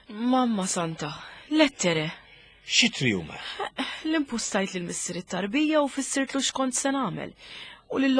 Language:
Maltese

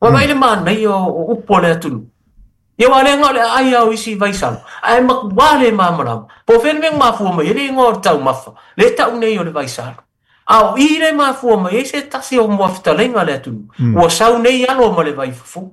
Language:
Samoan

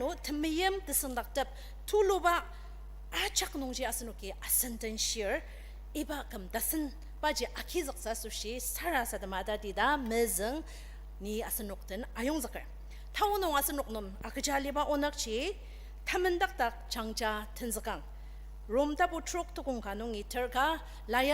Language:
Ao Naga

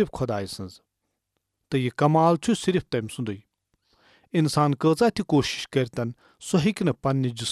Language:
Kashmiri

